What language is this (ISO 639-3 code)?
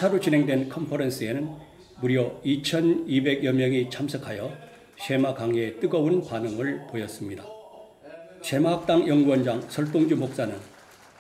kor